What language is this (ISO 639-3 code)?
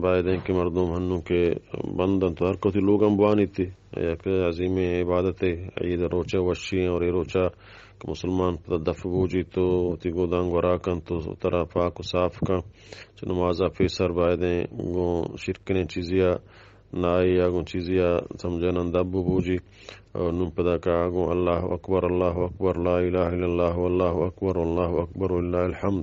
bgp